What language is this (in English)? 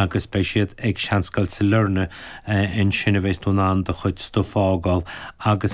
Irish